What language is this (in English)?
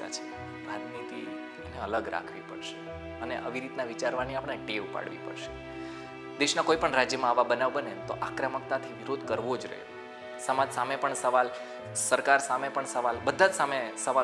Gujarati